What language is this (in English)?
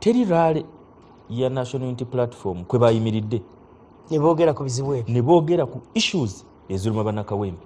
Ganda